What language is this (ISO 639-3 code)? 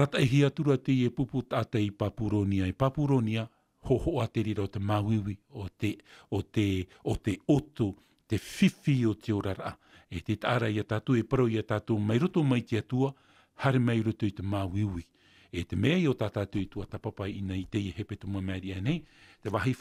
tah